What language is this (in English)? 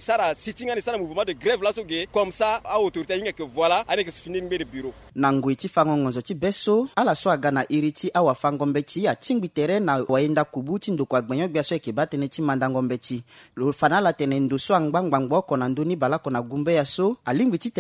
Sango